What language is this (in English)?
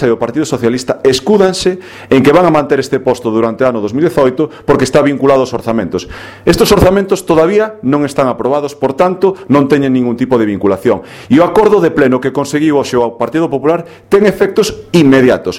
Galician